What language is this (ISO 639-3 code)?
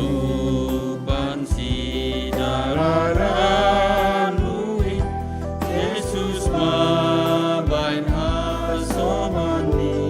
bts